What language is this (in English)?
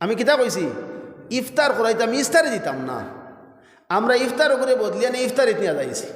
Sylheti